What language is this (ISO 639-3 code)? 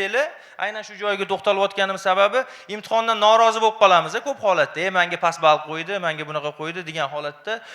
uzb